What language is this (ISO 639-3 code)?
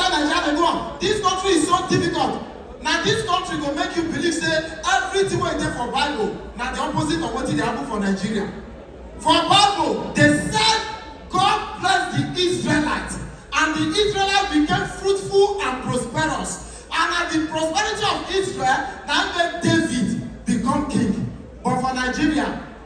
pcm